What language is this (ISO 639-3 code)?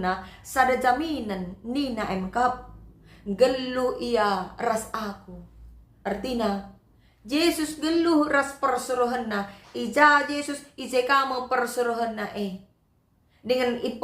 btx